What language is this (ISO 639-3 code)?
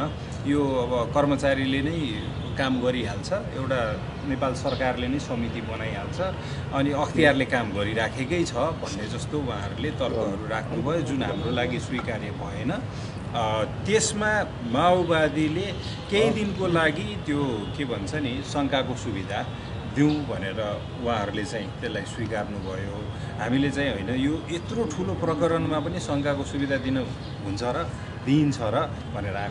nep